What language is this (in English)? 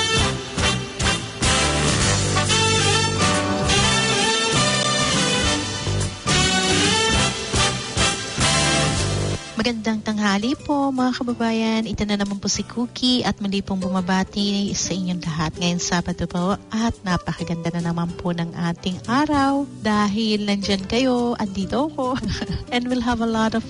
Filipino